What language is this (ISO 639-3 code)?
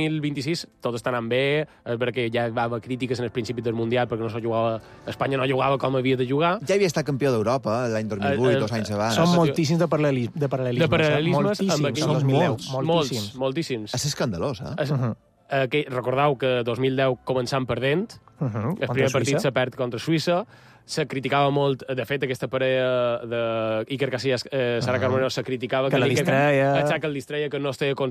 cat